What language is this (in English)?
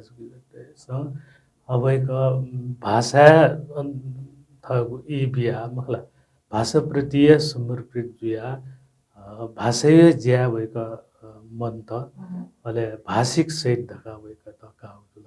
Newari